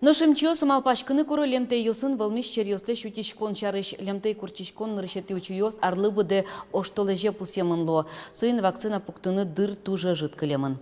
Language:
Udmurt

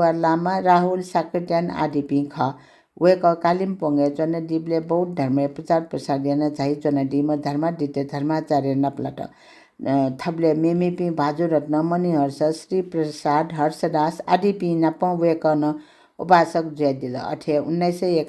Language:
Newari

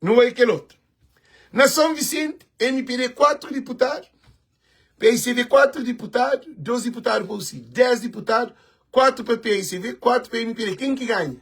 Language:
Kabuverdianu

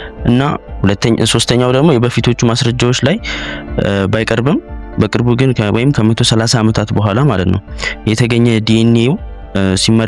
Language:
Amharic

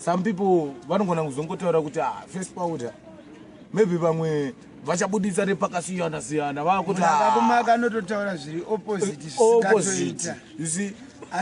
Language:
Shona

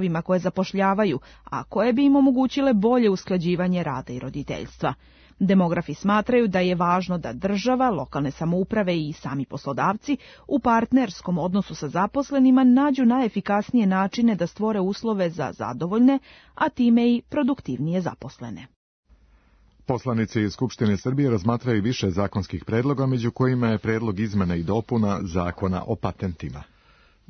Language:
Serbian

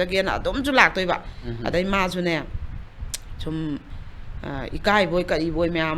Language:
Manipuri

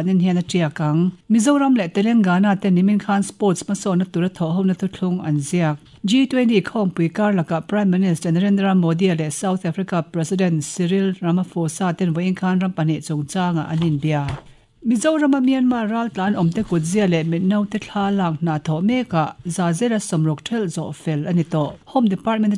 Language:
Mizo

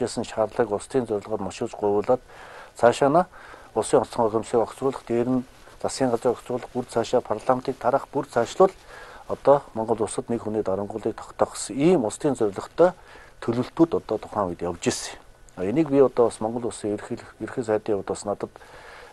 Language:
Mongolian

